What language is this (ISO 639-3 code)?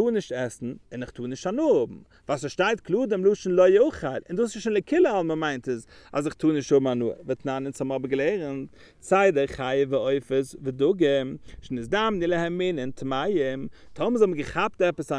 yid